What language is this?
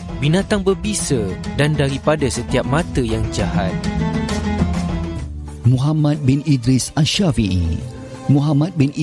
Malay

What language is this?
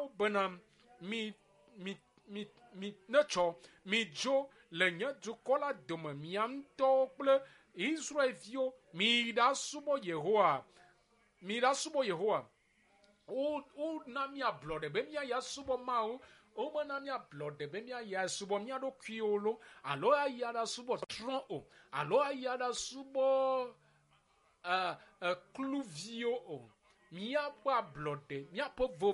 Ewe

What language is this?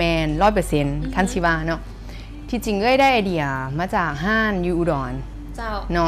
Lao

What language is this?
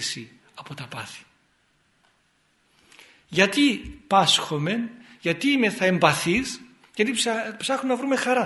Greek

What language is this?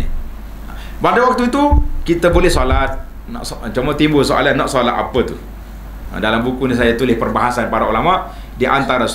Malay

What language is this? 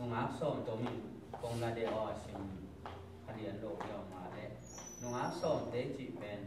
Tedim Chin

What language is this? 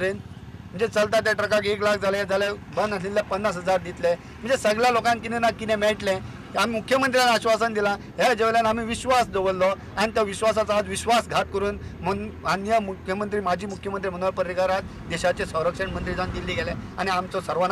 Konkani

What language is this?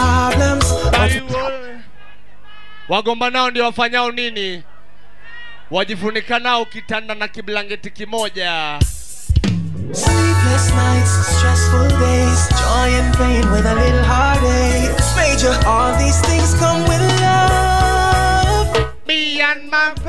Swahili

